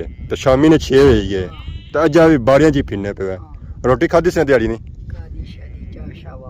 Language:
Pahari-Potwari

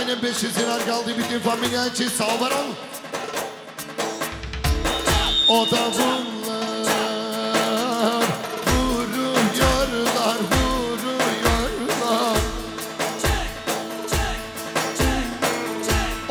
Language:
Turkish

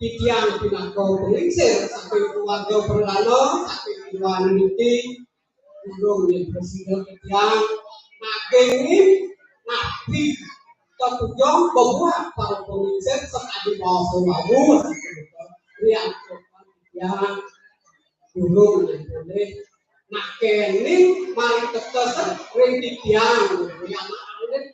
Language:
Balinese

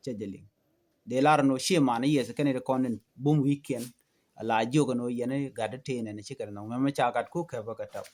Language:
Nuer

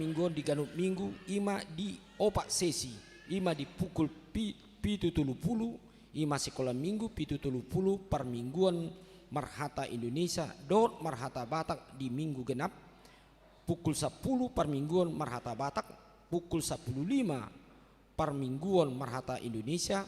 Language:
Batak Toba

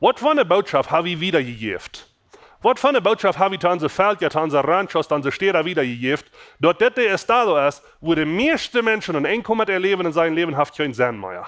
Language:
Plautdietsch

